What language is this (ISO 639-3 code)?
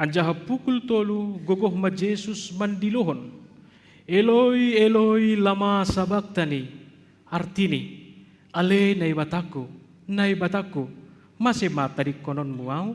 bts